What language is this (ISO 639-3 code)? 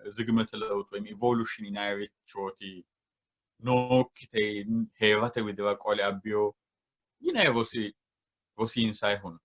sid